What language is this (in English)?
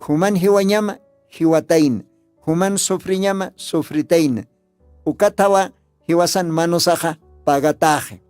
Aymara